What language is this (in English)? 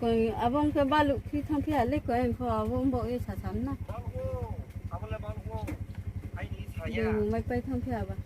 Riang (India)